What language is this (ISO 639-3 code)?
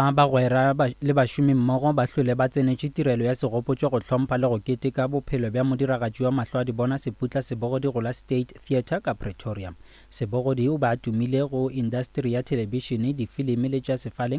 nso